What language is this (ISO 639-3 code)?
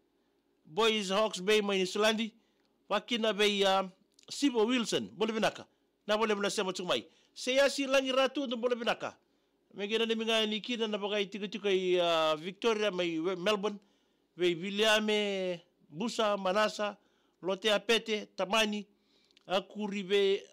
fij